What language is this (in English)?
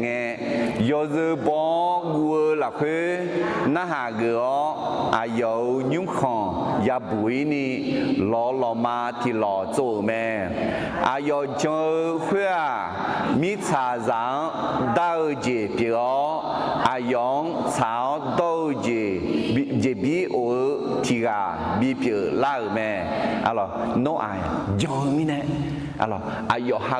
Akha